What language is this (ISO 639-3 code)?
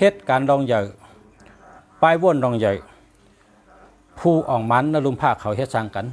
shn